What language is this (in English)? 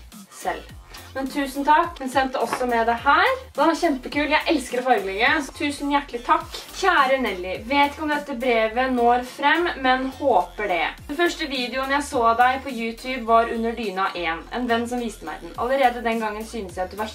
Norwegian